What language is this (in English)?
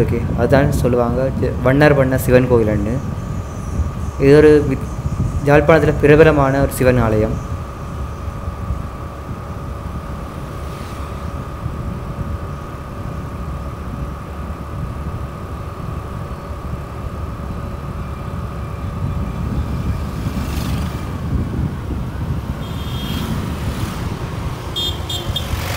Tamil